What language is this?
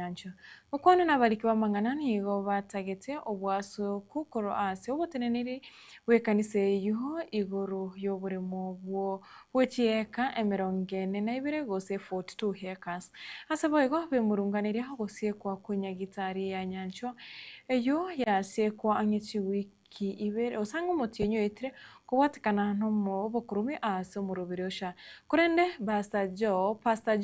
Gusii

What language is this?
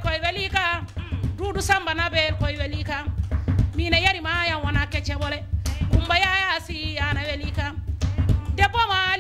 Fula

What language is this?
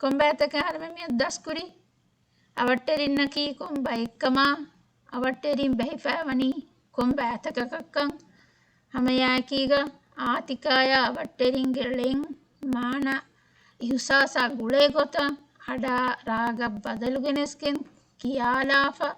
Divehi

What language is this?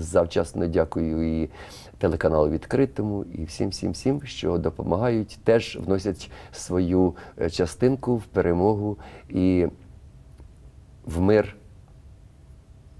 Ukrainian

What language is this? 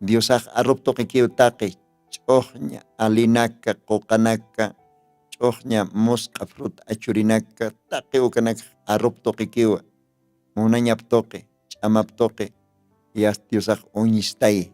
Aymara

